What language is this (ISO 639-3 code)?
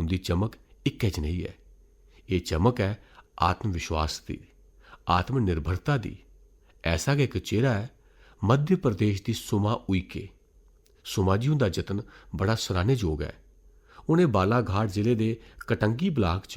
doi